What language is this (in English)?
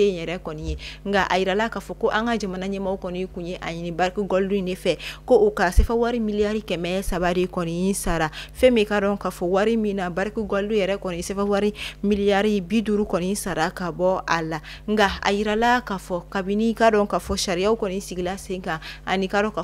Bambara